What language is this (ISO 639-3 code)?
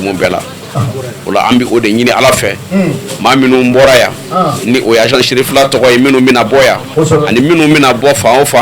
bam